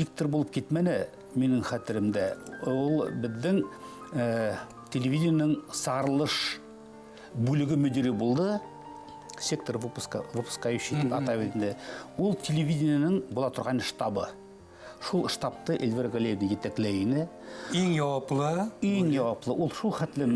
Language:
Bashkir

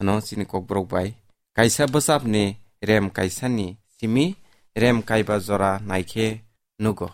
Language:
Kok Borok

